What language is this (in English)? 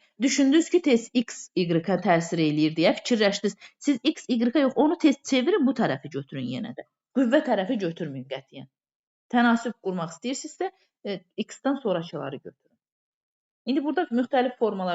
Azerbaijani